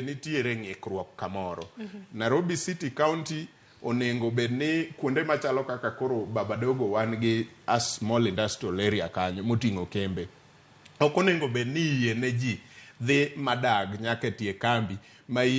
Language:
Luo (Kenya and Tanzania)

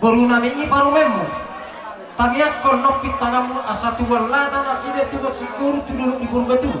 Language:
Batak Toba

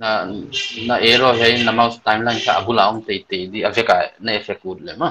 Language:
Paite Chin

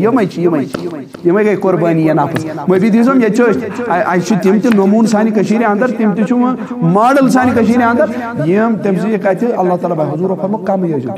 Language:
Kashmiri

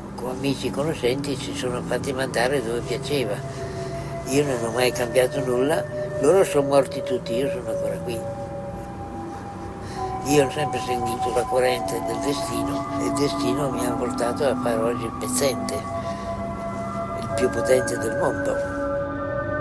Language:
Italian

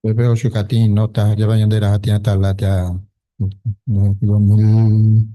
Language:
Guarani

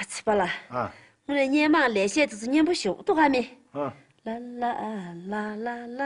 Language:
Tibetan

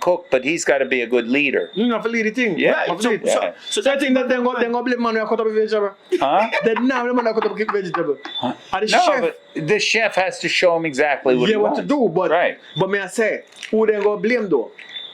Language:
Jamaican Creole English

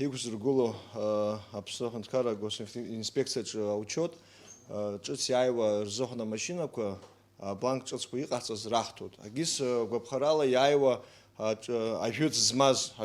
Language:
Abkhazian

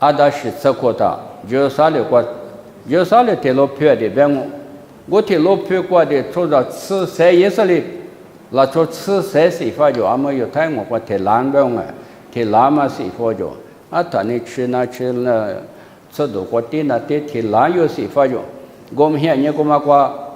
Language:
Lisu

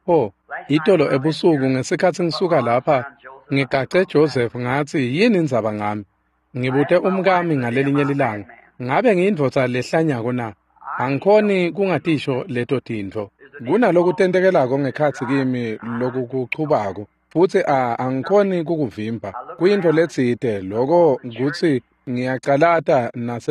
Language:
Swati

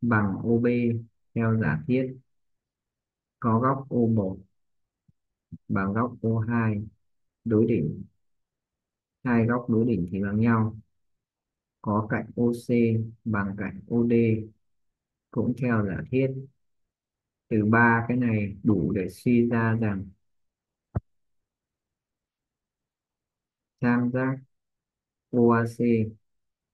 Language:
Vietnamese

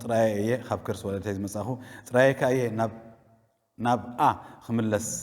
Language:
Tigrinya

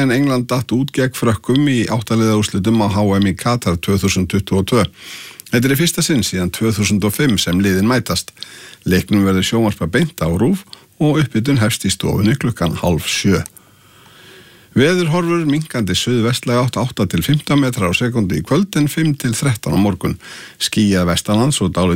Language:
Icelandic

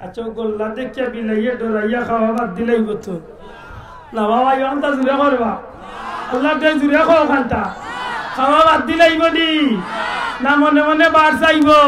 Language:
Sylheti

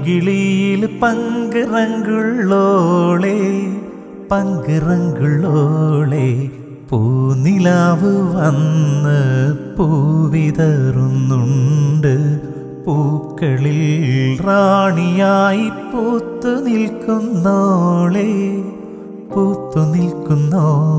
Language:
Malayalam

